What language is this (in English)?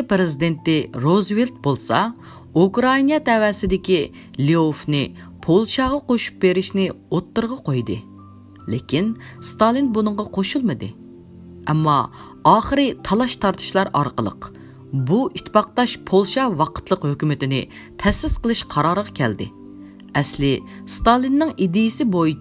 Uyghur